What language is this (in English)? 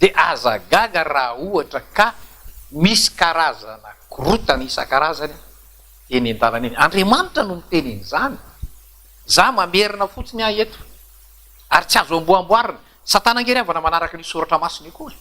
Malagasy